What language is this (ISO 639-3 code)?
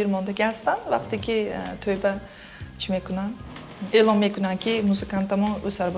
tgk